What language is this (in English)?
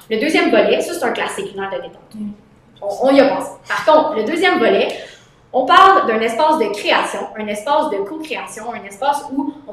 French